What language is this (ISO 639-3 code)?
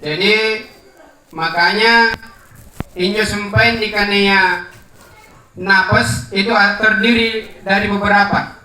mak